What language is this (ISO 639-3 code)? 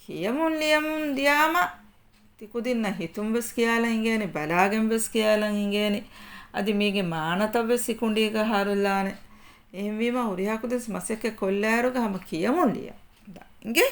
div